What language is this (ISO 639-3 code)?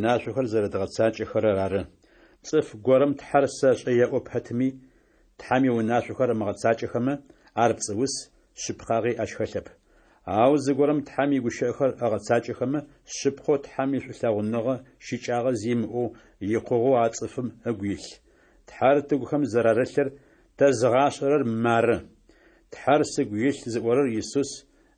ady